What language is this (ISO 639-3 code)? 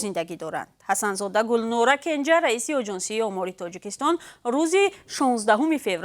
tgk